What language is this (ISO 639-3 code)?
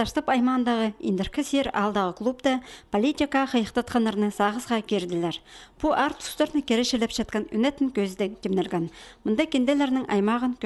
kjh